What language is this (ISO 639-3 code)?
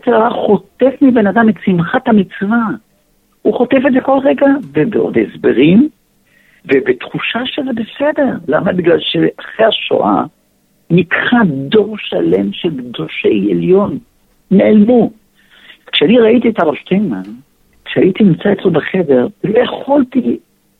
heb